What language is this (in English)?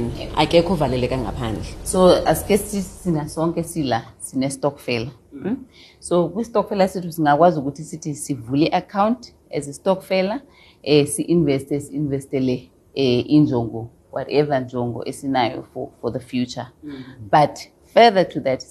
Xhosa